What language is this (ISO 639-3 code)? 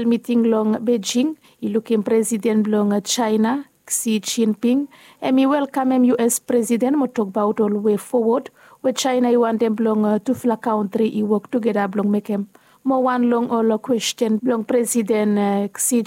bis